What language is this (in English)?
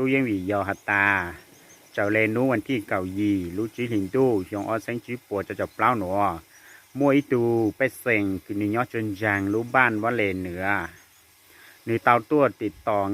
Hmong